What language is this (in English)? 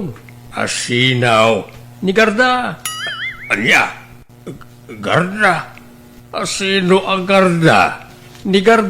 Iloko